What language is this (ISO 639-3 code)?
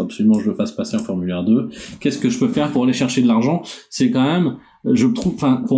fra